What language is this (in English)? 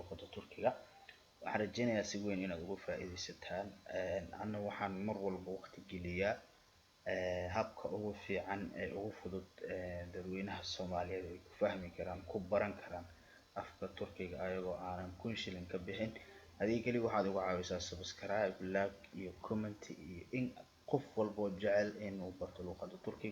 Somali